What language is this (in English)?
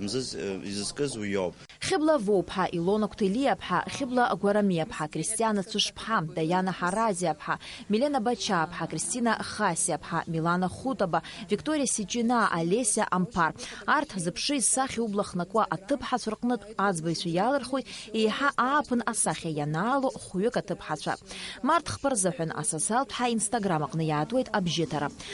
Abkhazian